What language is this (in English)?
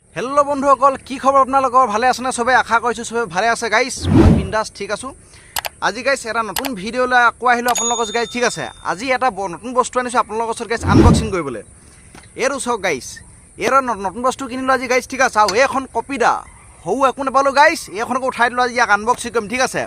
Assamese